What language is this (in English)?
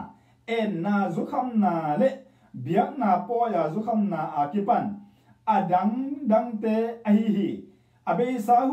Tedim Chin